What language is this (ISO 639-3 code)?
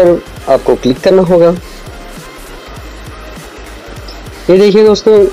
hin